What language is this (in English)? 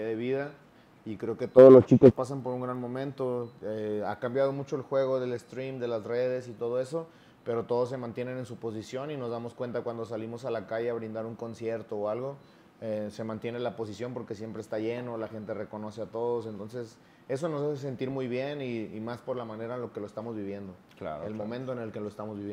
Spanish